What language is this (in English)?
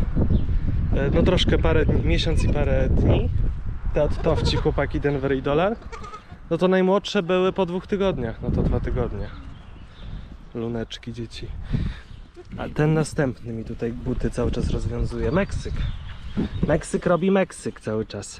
Polish